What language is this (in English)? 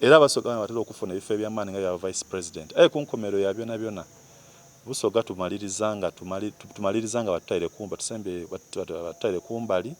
Soga